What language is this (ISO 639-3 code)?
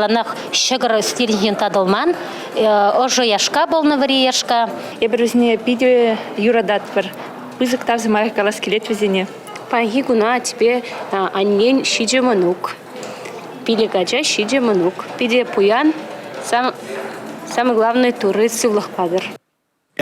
chv